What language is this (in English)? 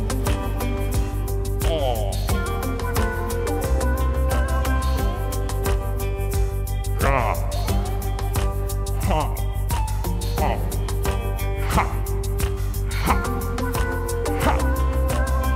French